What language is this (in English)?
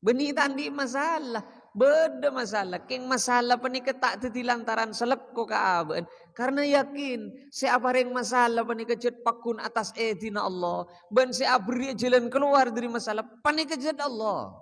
Madurese